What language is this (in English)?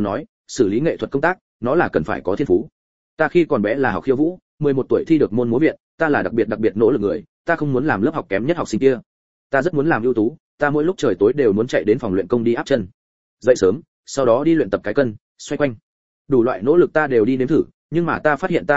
Vietnamese